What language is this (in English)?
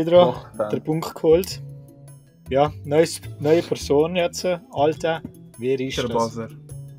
Swiss German